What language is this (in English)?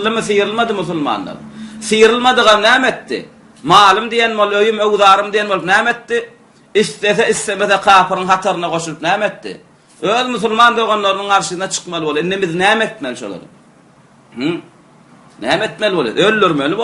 Turkmen